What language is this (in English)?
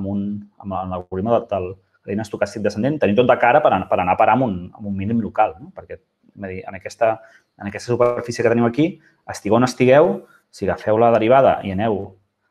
Catalan